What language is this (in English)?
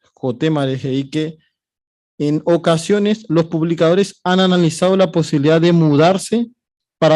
Guarani